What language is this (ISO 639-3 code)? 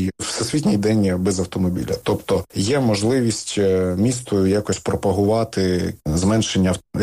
ukr